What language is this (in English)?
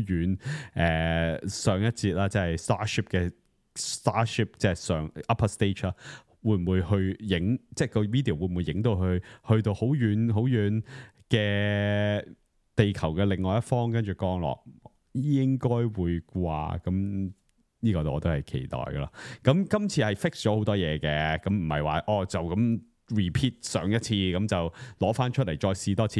Cantonese